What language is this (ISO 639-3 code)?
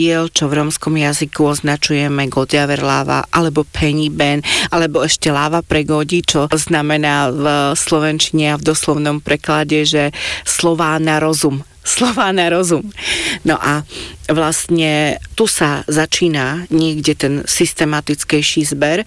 slk